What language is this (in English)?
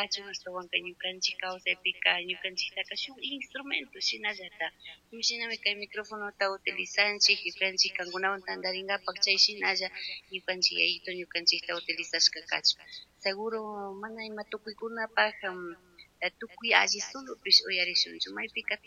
Chimborazo Highland Quichua